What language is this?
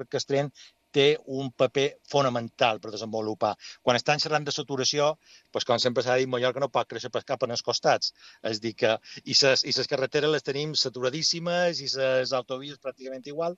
Catalan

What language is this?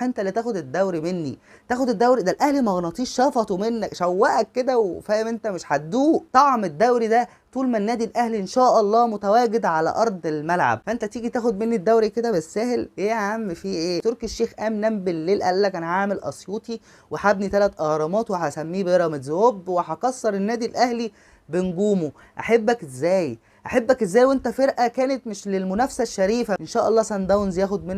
Egyptian Arabic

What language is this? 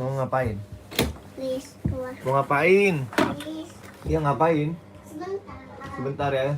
Betawi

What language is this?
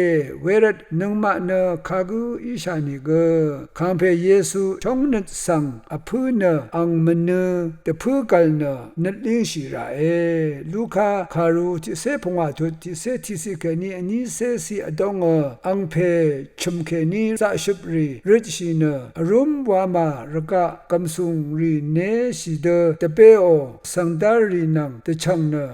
Rawang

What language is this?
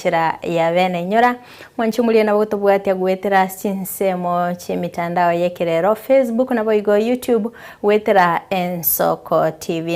Gusii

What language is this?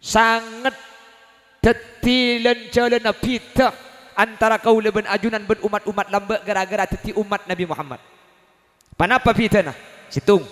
Madurese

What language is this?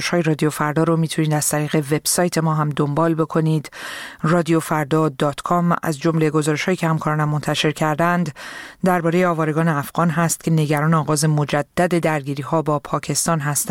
Persian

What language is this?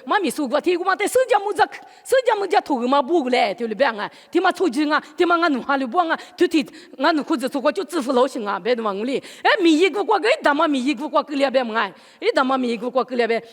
Lisu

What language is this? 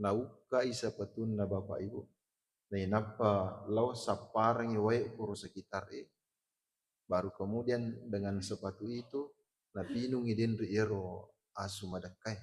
Buginese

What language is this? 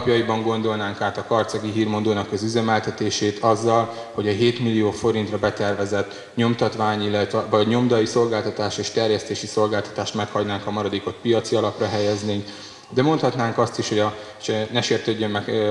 Hungarian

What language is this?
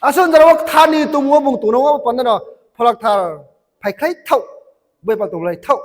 Riang (India)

